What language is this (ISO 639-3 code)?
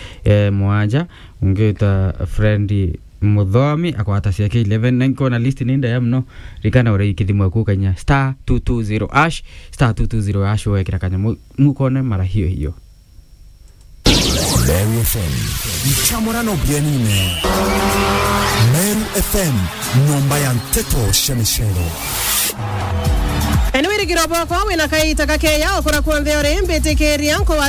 mer